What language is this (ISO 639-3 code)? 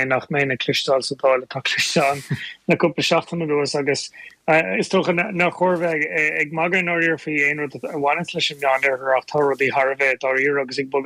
gle